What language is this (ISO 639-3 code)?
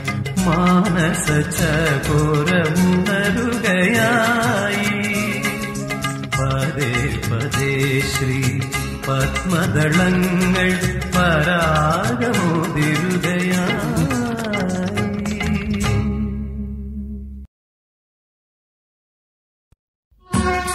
mal